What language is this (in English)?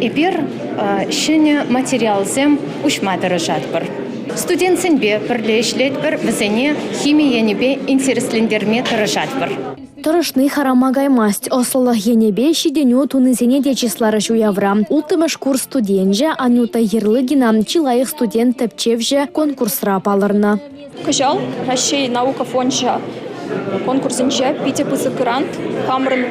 Chuvash